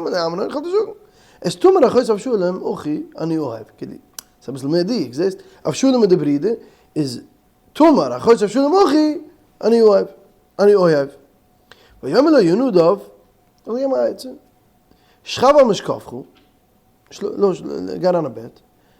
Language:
Yiddish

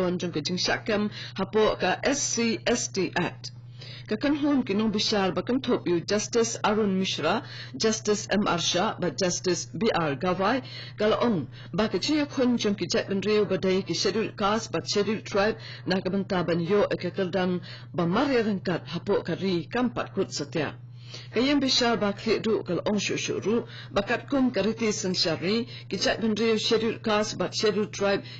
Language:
Khasi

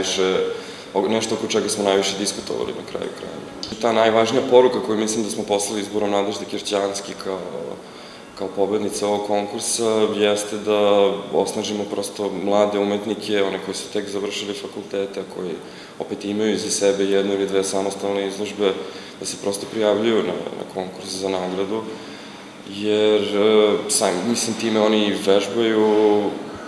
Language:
Serbian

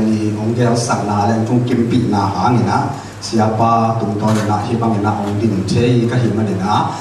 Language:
Tedim Chin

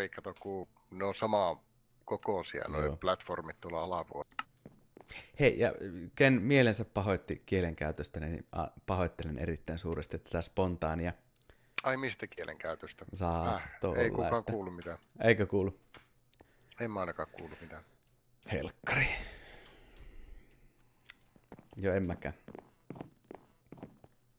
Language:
Finnish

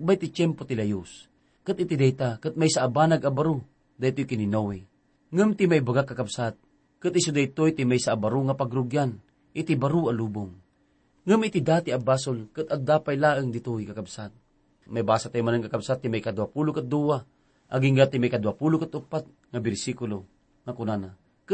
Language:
Iloko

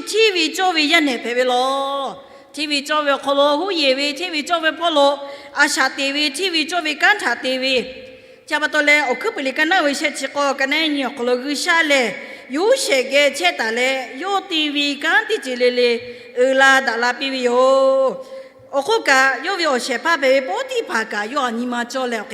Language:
Lahu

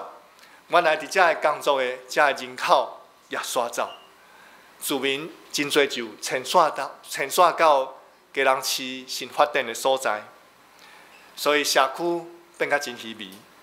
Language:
Min Nan Chinese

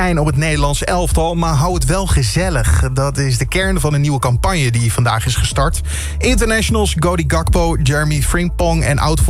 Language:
Dutch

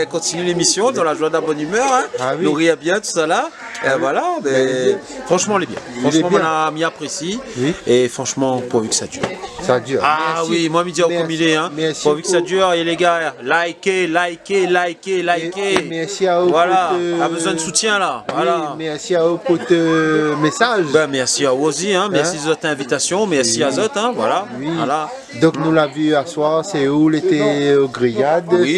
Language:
Réunion Creole French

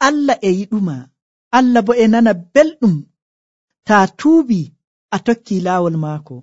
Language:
Nigerian Fulfulde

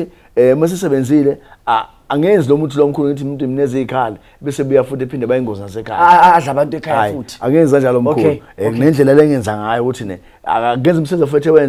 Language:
Zulu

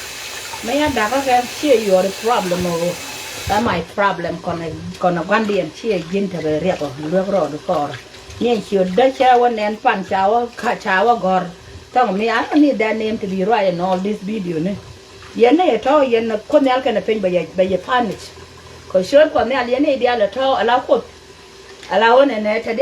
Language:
Nuer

